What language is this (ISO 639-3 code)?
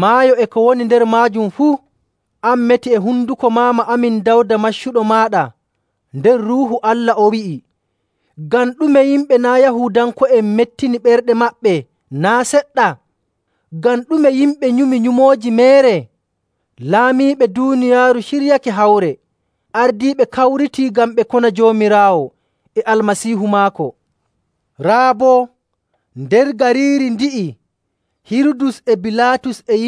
fuv